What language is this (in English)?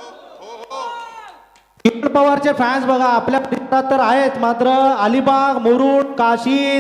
Marathi